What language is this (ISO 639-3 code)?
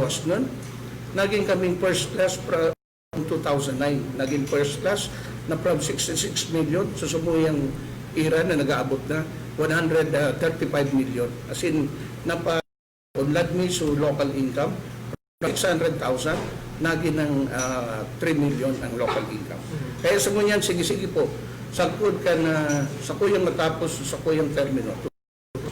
bik